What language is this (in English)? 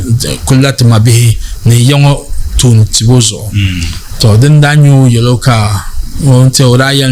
Dagbani